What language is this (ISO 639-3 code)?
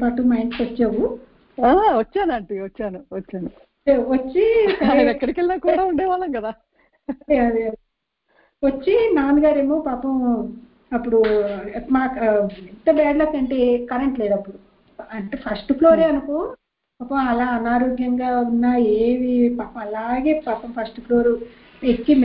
tel